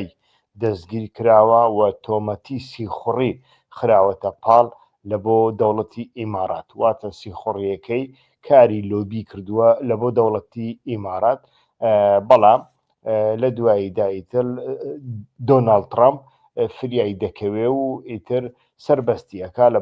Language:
Central Kurdish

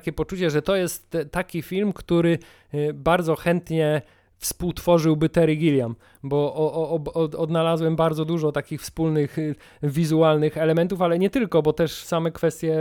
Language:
Polish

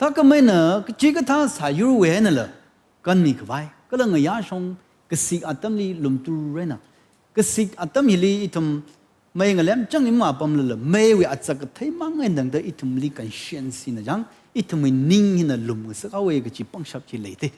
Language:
Tangkhul Naga (India)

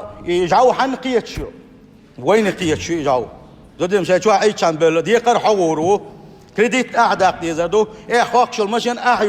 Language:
Chechen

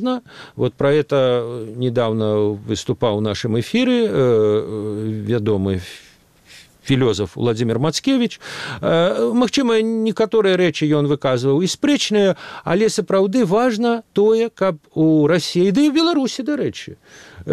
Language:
Belarusian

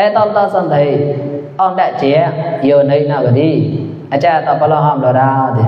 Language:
Mon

